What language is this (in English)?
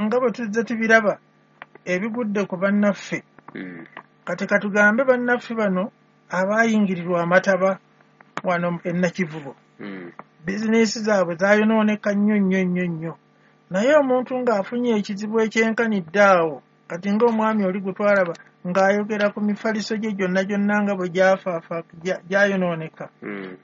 Ganda